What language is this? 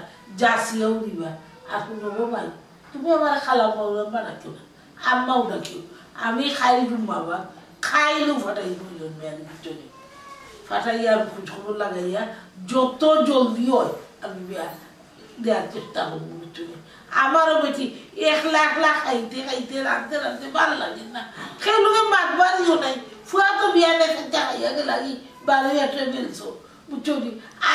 Sylheti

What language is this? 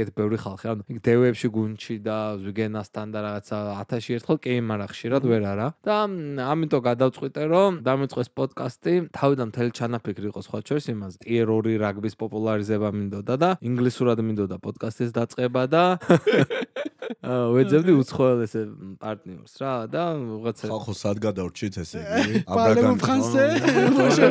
Georgian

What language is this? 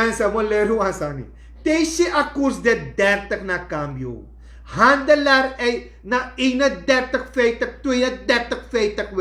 Sranan Tongo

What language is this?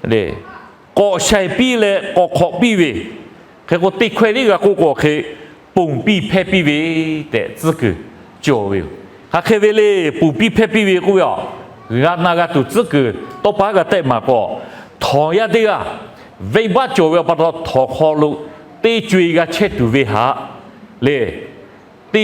Lahu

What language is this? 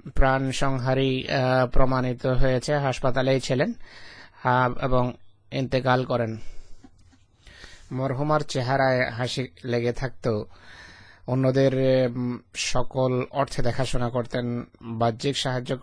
Bangla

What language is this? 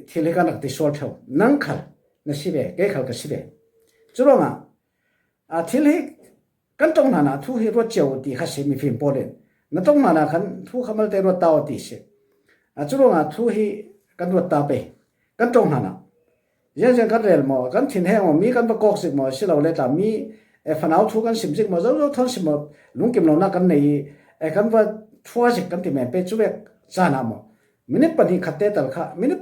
Falam Chin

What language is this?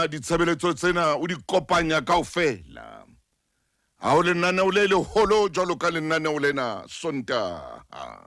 Southern Sotho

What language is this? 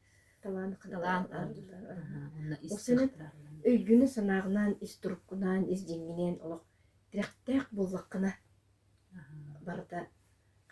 Yakut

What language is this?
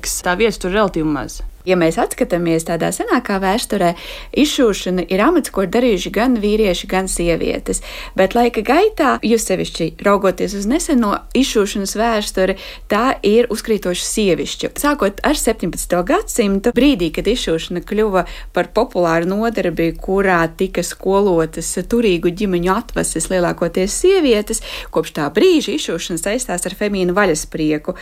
Latvian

